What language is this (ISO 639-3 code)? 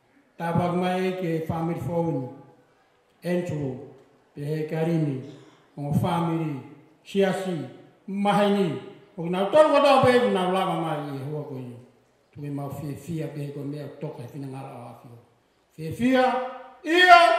ton